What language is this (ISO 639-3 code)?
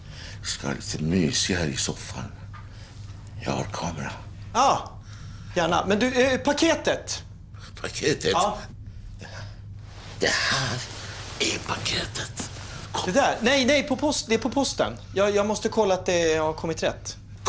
swe